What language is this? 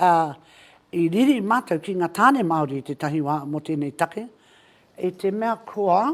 Māori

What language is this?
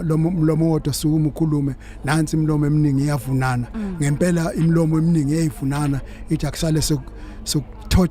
Zulu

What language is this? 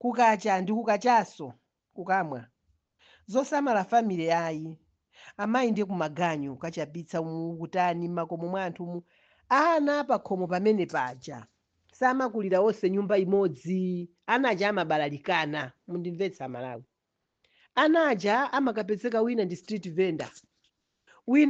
Nyanja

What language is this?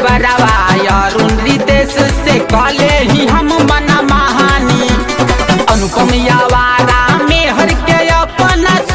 Bhojpuri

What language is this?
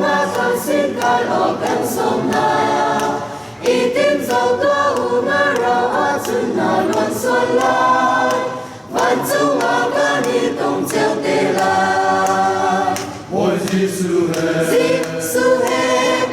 Falam Chin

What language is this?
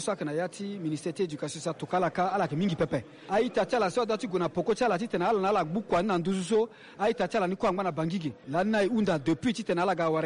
Sango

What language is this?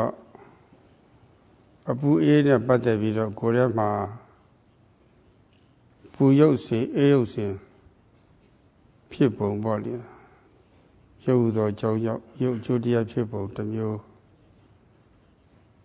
Burmese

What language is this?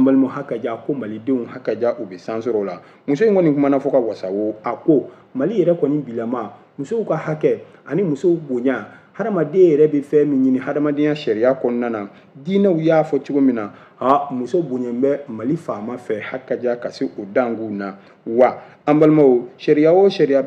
Bambara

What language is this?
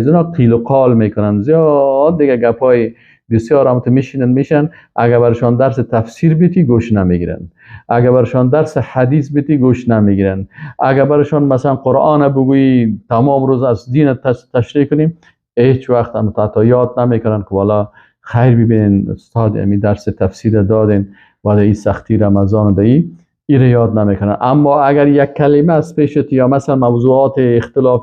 Persian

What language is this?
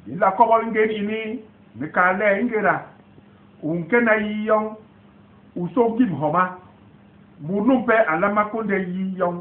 Basaa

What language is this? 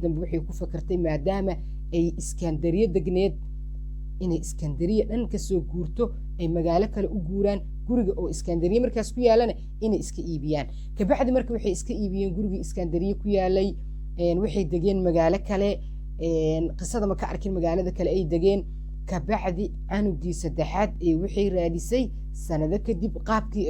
Somali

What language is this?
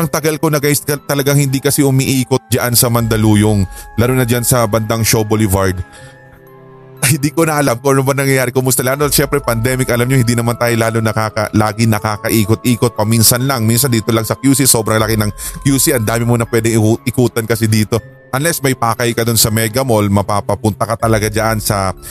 Filipino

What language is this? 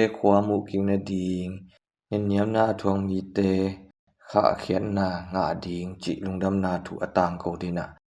Tedim Chin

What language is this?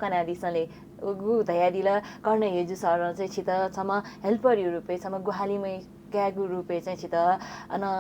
Newari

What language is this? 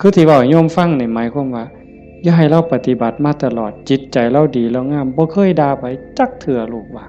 Northeastern Thai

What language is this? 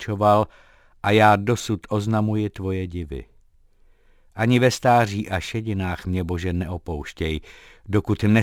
Czech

